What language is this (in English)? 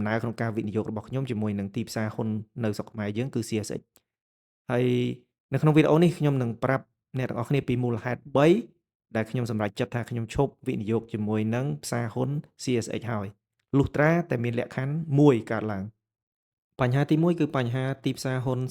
Khmer